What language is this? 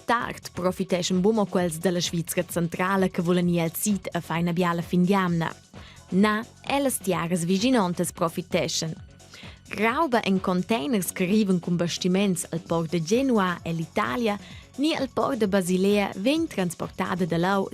Romansh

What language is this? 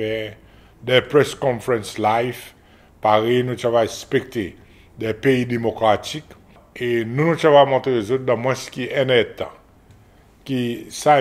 Seselwa Creole French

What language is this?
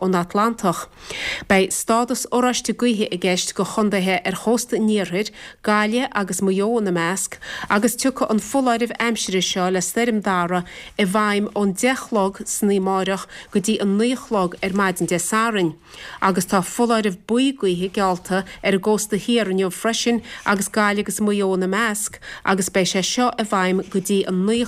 Irish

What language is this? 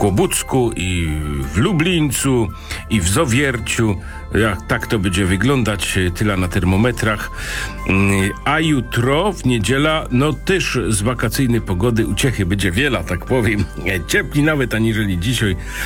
Polish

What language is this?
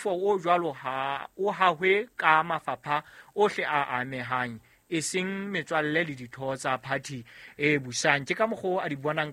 Southern Sotho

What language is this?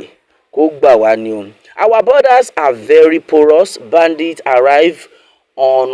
Yoruba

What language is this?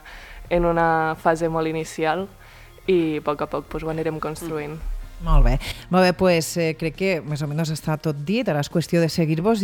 Catalan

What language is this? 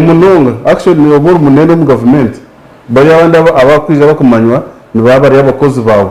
Nyankole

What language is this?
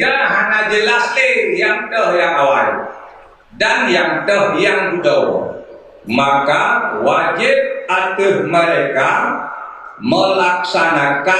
Achinese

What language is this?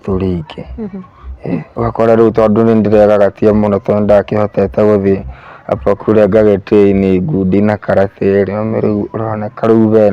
Kikuyu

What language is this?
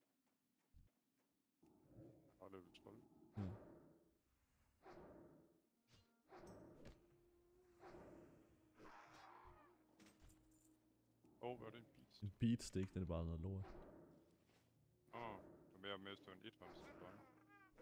Danish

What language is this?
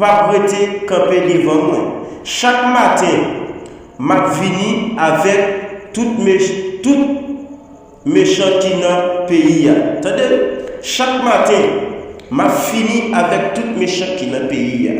Haitian Creole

